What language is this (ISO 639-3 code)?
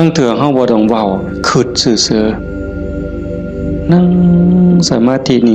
tts